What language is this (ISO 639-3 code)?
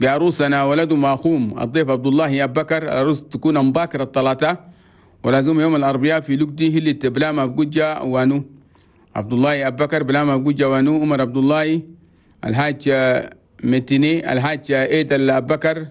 shu